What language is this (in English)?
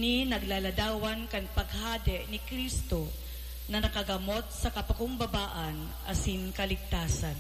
Bikol